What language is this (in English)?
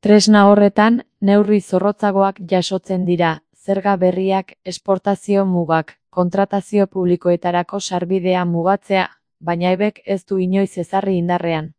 Basque